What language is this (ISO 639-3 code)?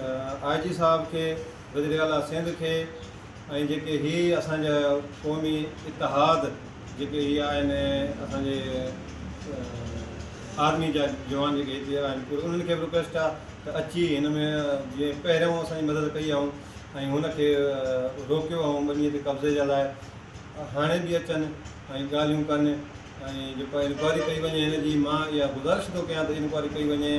snd